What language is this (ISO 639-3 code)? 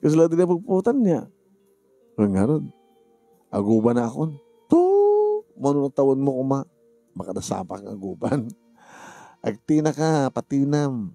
ilo